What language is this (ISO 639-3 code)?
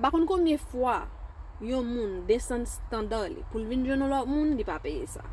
hat